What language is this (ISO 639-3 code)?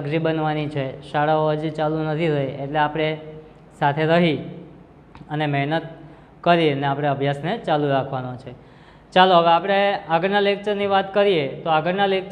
guj